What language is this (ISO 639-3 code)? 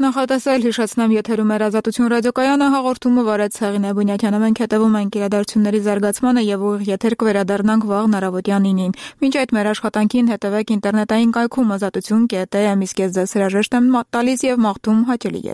hye